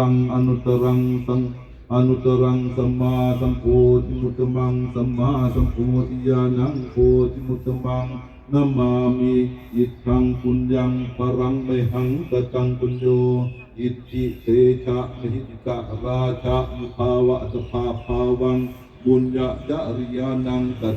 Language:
Pali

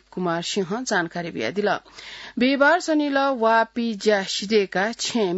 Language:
Newari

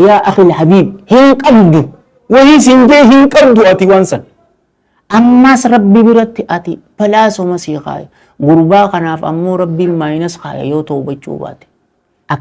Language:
Oromo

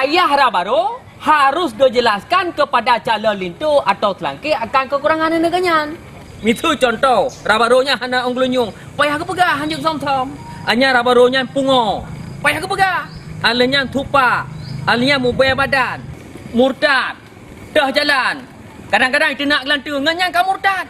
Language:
Achinese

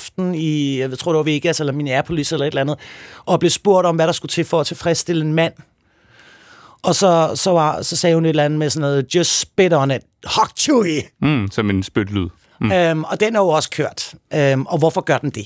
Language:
Danish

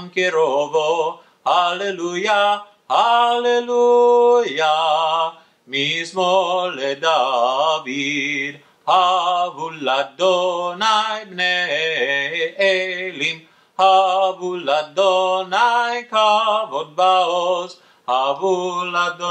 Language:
Hebrew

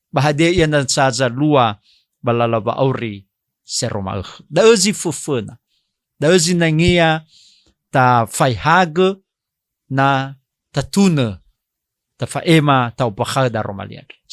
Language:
Nias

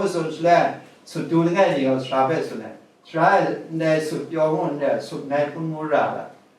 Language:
Kachin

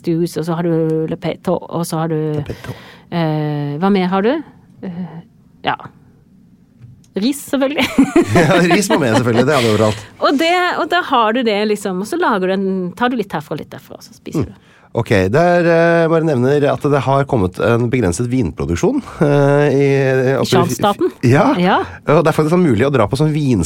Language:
Norwegian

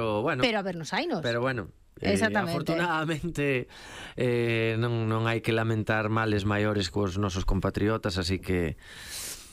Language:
Galician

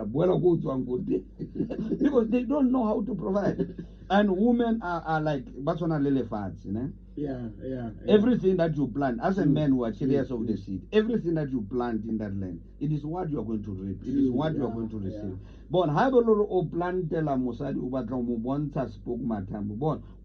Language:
Tswana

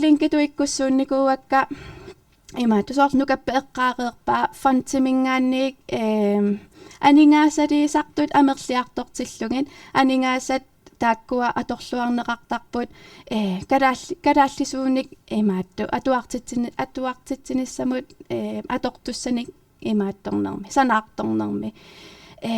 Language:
Kalaallisut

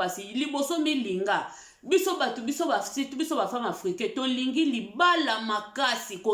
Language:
Lingala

